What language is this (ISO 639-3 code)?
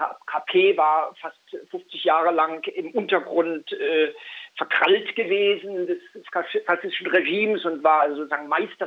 deu